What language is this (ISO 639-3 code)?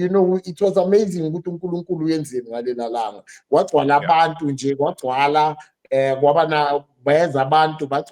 zul